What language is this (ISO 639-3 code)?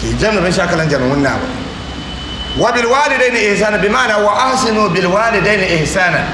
dag